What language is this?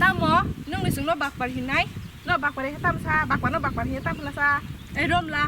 Kok Borok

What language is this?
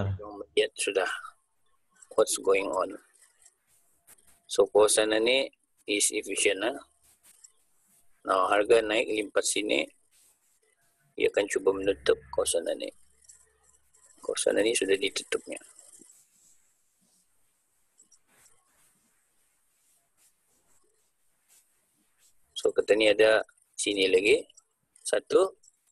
Malay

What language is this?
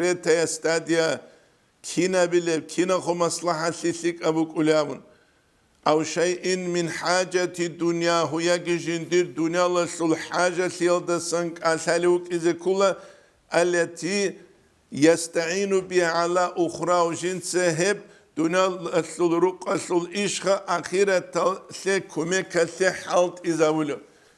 Avaric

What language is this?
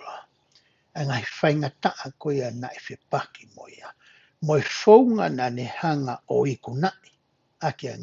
Tongan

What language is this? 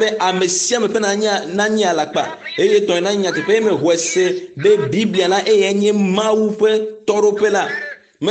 Ewe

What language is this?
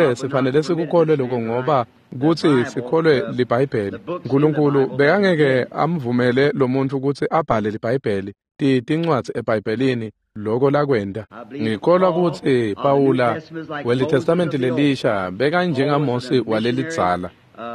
Swati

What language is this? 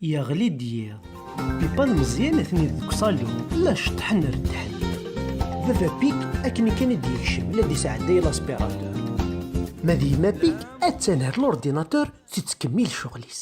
Kabyle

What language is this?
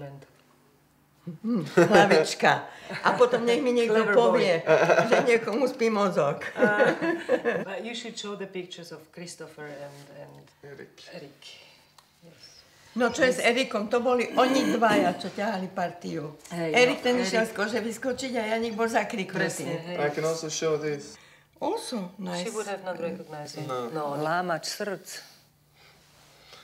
Slovak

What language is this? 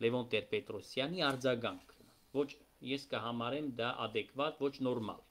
Armenian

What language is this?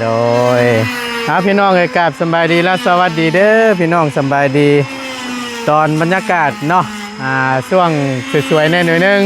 Northeastern Thai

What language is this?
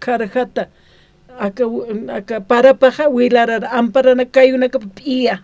Aymara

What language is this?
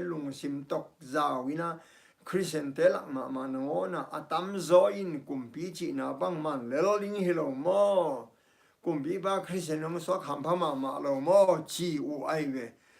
Tedim Chin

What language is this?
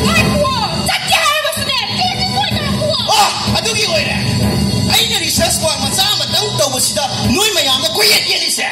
Manipuri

